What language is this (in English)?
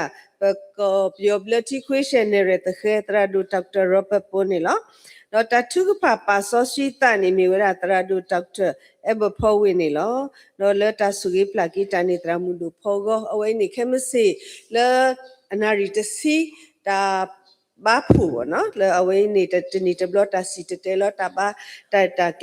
S'gaw Karen